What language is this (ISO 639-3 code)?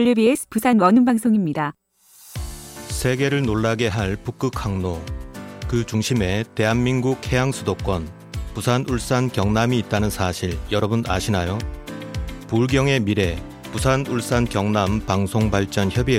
kor